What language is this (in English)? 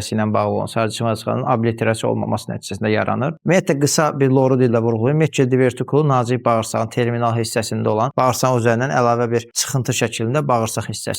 Azerbaijani